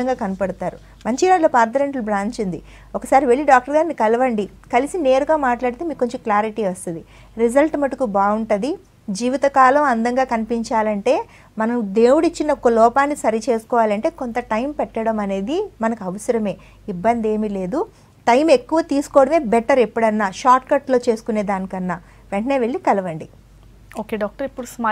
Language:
Telugu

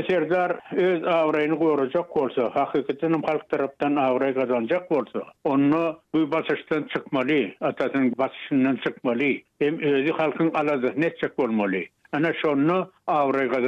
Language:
Turkmen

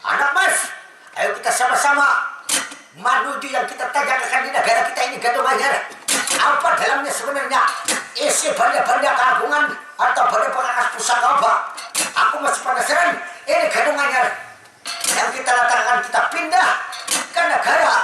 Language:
Banjar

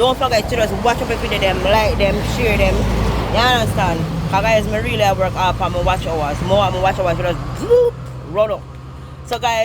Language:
Jamaican Creole English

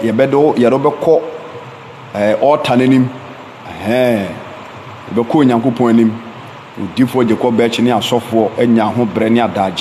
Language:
Akan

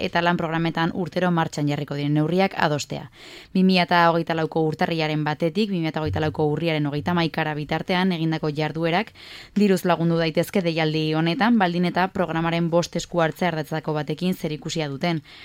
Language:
Basque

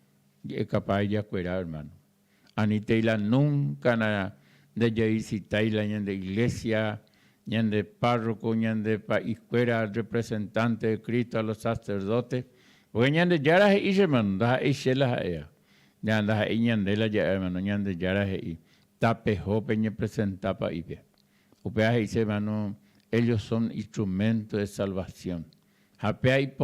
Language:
Guarani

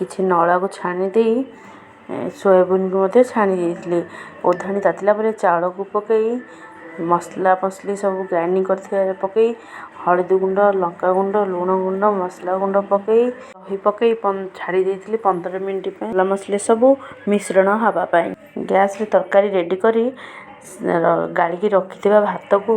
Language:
Odia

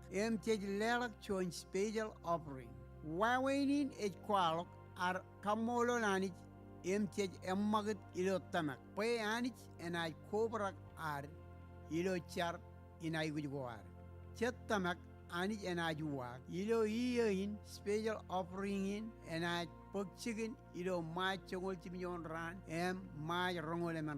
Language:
Marshallese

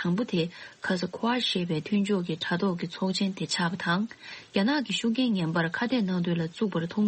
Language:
Tibetan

